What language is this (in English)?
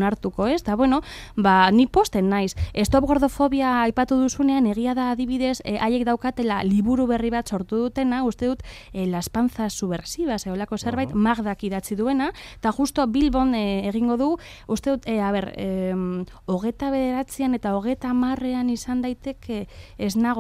Basque